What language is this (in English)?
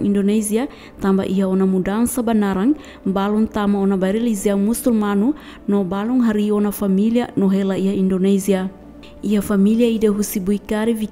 Tetum